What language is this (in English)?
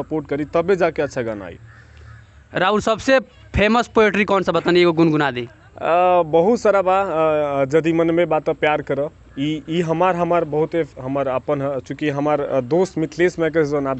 Bhojpuri